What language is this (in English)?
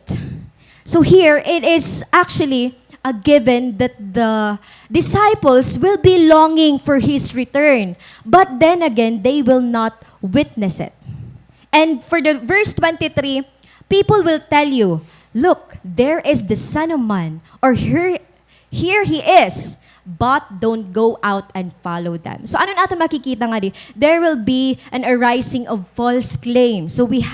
Waray